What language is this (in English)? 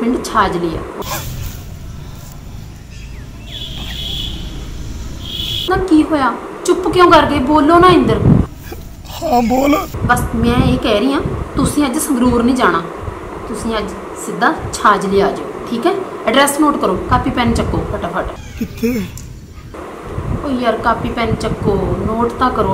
Punjabi